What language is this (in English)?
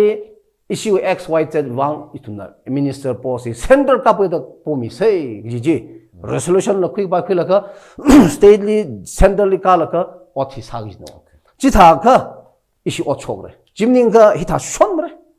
Tangkhul Naga (India)